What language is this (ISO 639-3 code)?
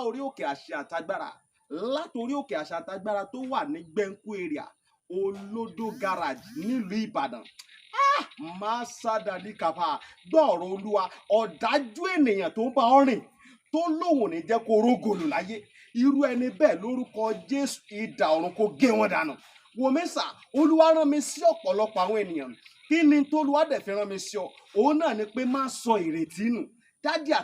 yor